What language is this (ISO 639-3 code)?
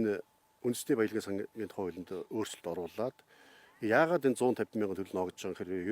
mon